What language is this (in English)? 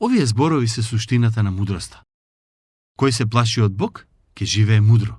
Macedonian